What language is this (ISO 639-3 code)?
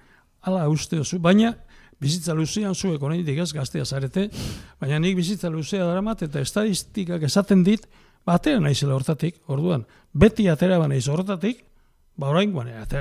eus